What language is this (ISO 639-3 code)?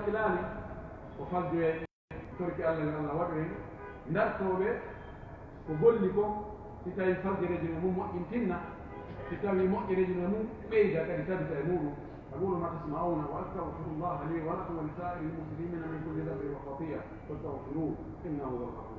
fuf